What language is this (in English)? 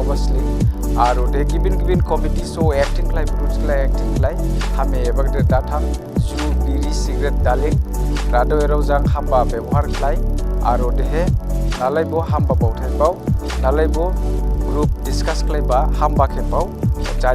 Dimasa